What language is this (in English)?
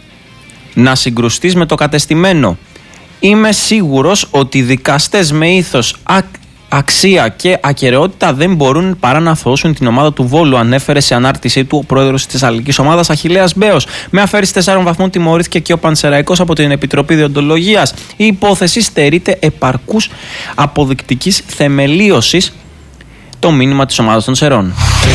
Greek